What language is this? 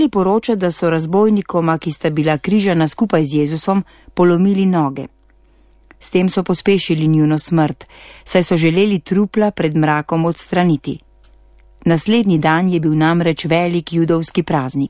Slovenian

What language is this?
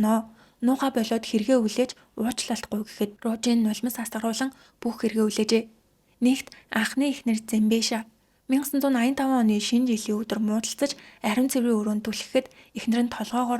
Mongolian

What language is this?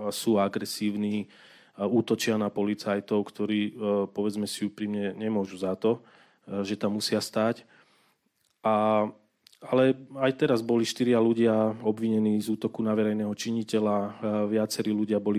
Slovak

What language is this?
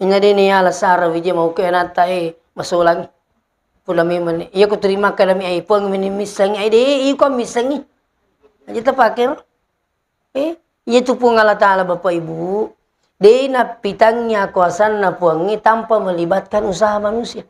Buginese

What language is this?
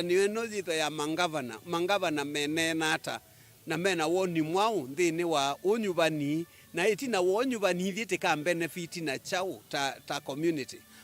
Kamba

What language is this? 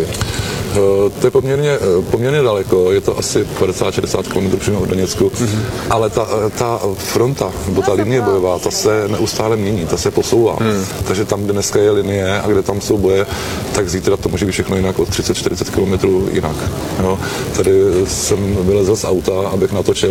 Czech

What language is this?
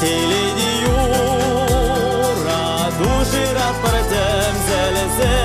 Chuvash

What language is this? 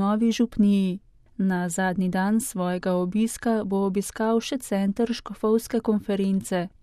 Slovenian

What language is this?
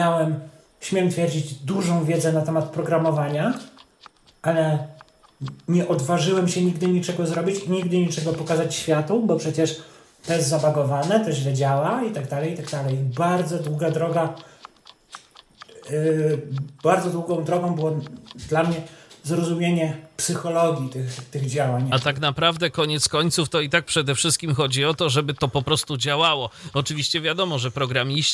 Polish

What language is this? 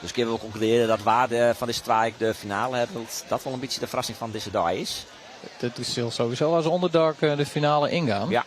Western Frisian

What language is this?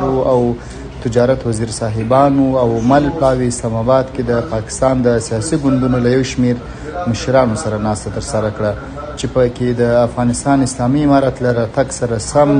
Pashto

